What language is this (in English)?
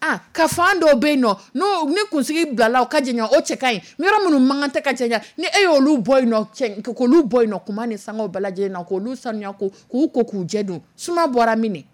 Dyula